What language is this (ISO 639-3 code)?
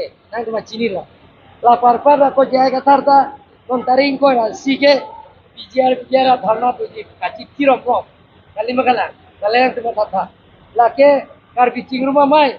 mjw